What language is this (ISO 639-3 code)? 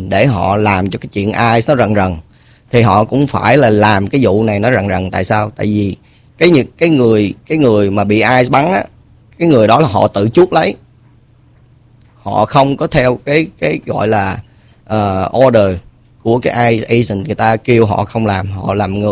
vie